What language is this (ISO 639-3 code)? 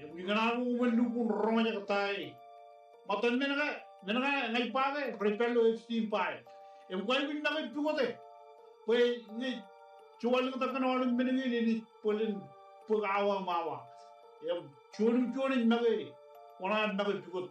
mah